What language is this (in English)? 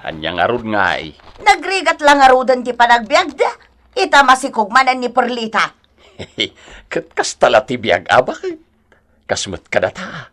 Iloko